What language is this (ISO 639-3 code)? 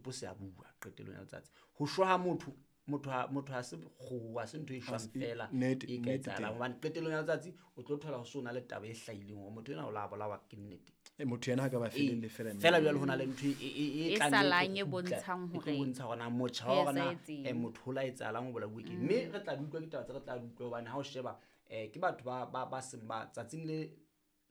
sot